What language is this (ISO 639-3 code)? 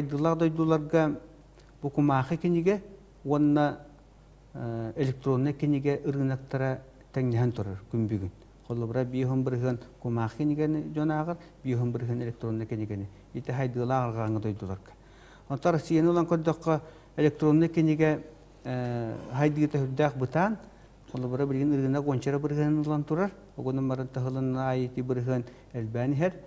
sah